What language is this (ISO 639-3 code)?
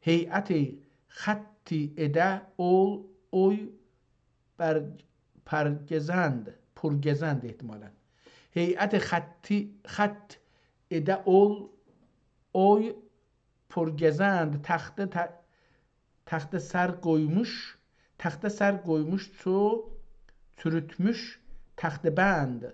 azb